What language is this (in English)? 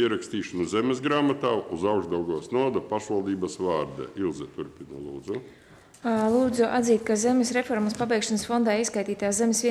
Latvian